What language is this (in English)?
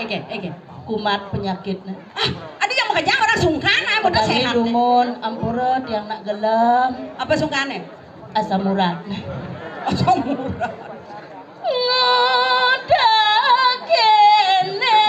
Balinese